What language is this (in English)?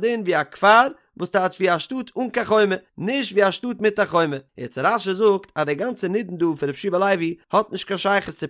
Yiddish